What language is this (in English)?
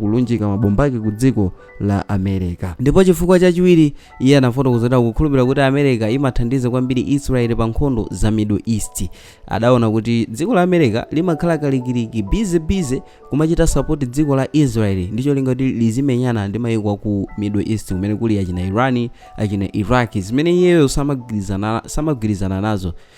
Nyanja